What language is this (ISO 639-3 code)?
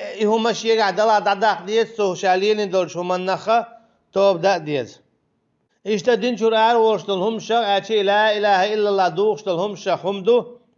che